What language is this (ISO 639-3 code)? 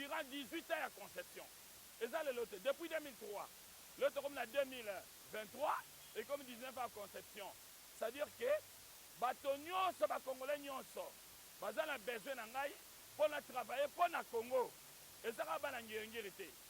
lin